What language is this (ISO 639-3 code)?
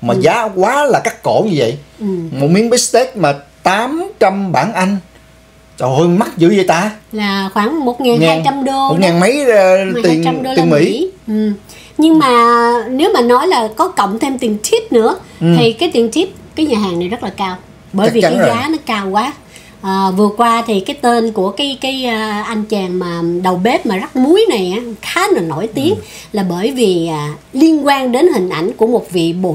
vie